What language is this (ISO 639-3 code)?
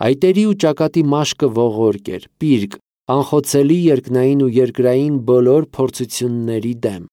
hye